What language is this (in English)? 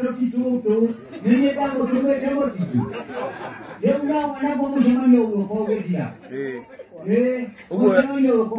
Kikuyu